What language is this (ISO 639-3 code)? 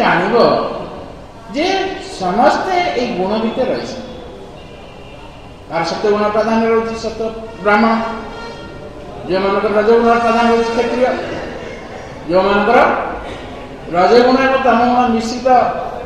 ori